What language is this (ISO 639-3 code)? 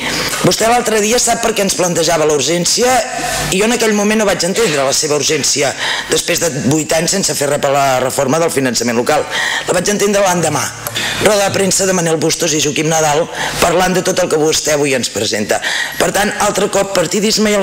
cat